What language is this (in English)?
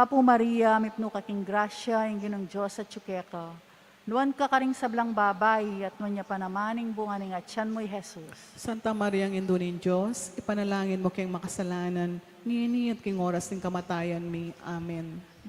Pampanga